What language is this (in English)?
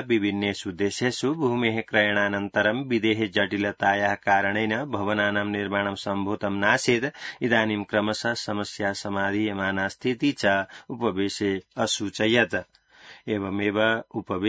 Sanskrit